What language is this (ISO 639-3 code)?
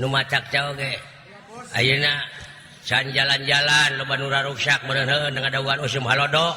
sun